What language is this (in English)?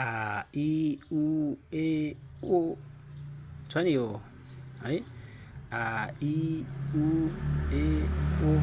Nepali